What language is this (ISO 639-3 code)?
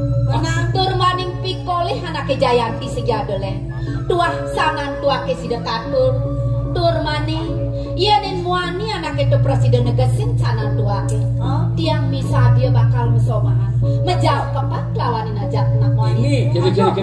ban